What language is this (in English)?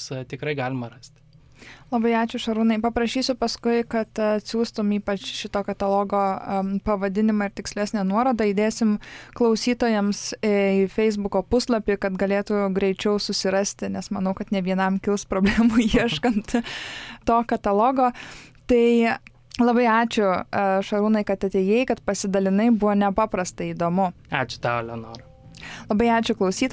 Lithuanian